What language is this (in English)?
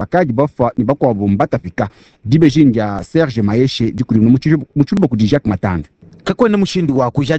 Luba-Lulua